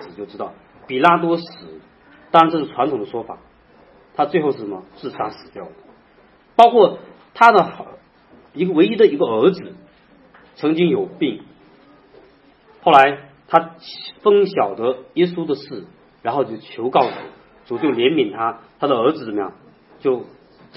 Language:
Chinese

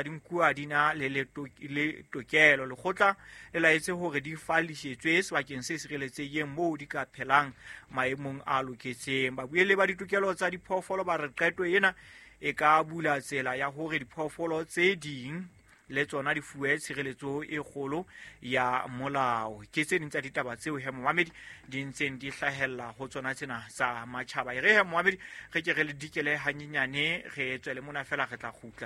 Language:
Southern Sotho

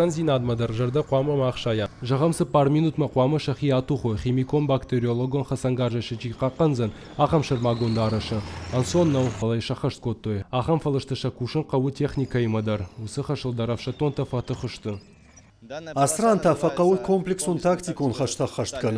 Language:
Ossetic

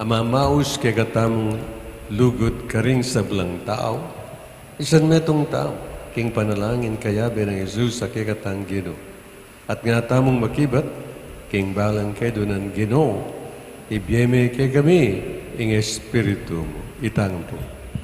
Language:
Pampanga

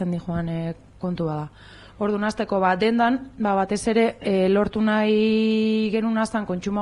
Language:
Basque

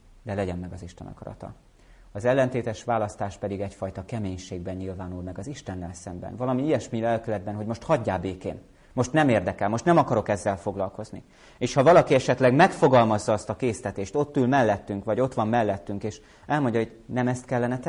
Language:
Hungarian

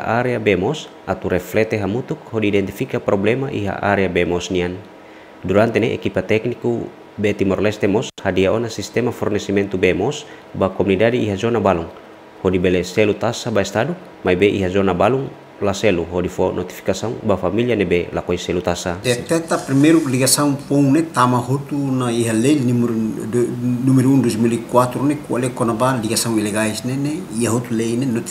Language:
Tetum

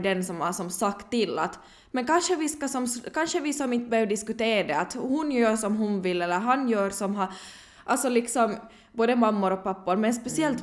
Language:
Swedish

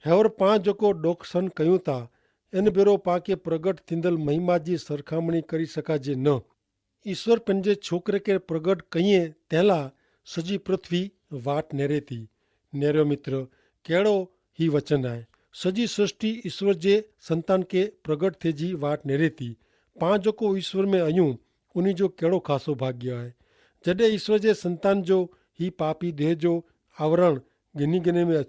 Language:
Kachhi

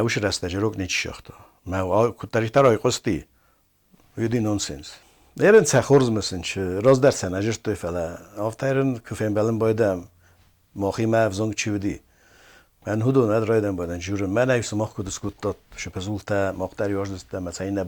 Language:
Ossetic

